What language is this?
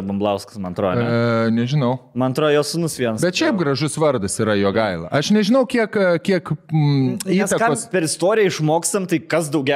Lithuanian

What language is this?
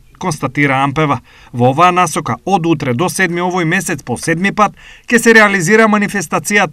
Macedonian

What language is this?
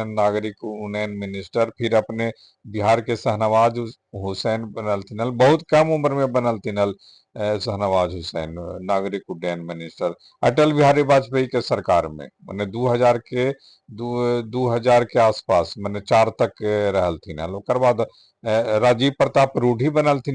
Magahi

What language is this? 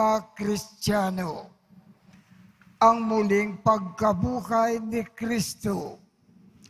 Filipino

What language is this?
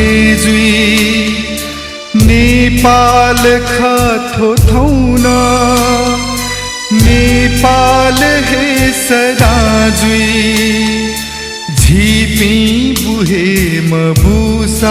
Newari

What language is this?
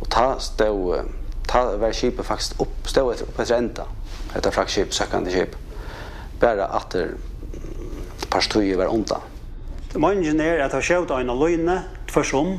Faroese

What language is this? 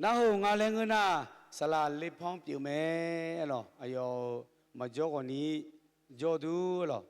Akha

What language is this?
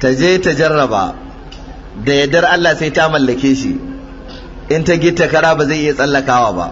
Hausa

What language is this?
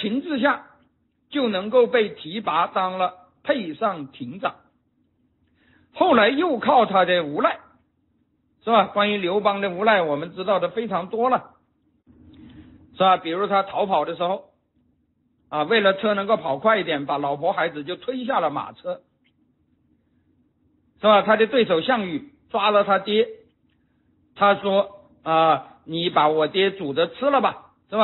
Chinese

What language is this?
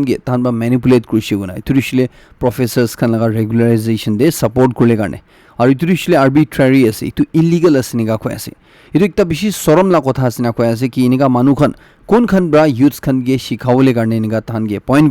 Naga Pidgin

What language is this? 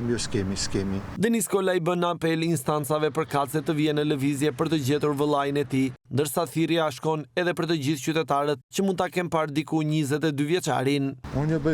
Albanian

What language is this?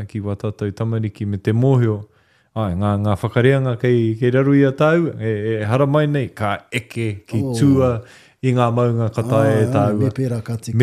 Māori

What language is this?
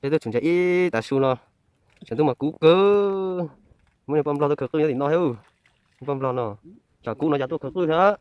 Hmong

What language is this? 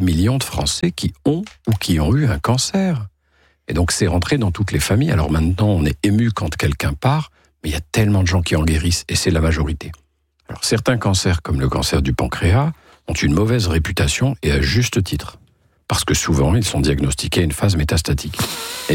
French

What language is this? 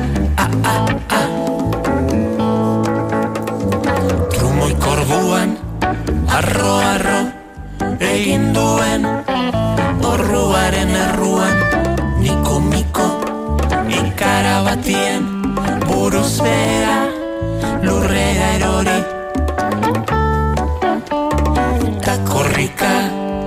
Basque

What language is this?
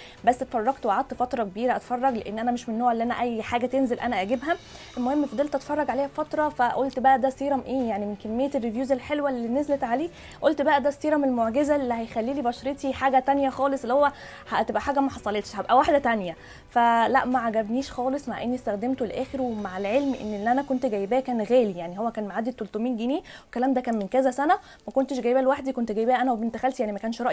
Egyptian Arabic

